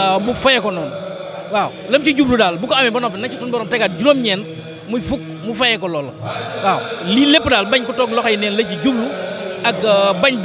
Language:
Wolof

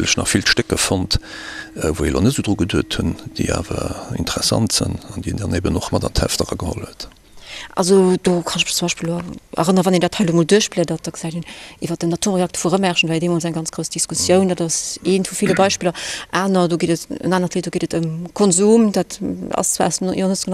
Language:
Luxembourgish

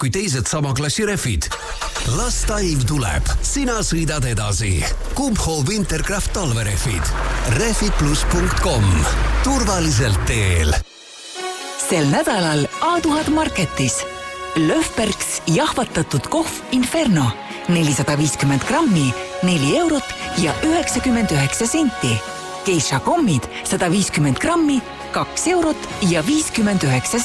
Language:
Estonian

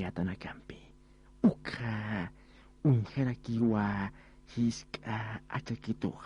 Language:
Aymara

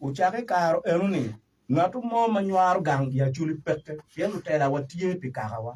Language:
Acoli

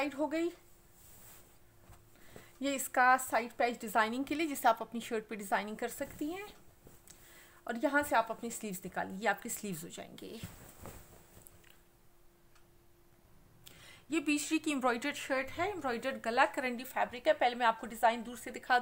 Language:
Hindi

